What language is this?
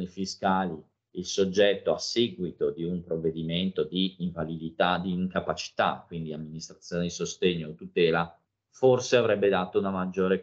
Italian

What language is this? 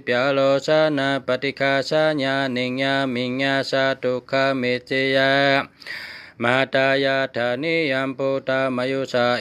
Shan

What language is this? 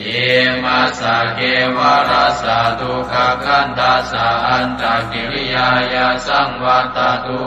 Pali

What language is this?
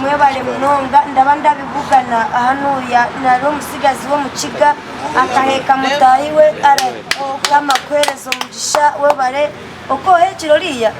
Nyankole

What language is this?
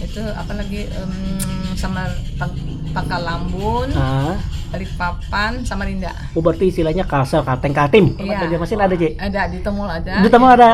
Banjar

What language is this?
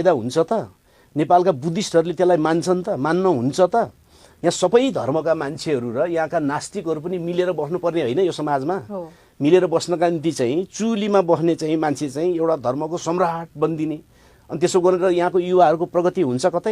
Nepali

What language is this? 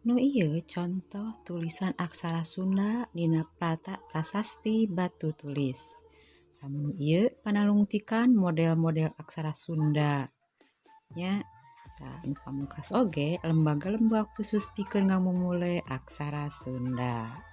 Sundanese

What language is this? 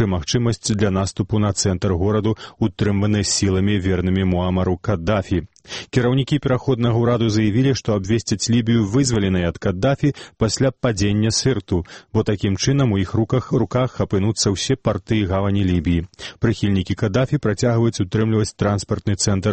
Belarusian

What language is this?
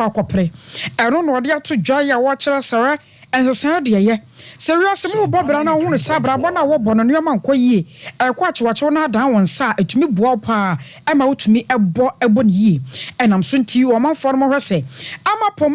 Akan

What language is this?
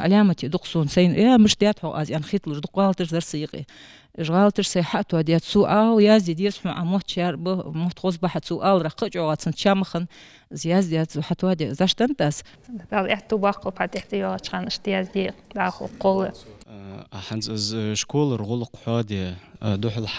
Ingush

